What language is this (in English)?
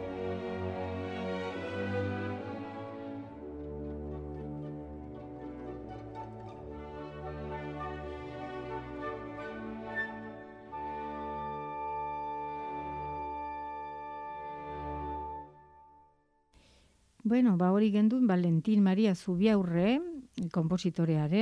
Basque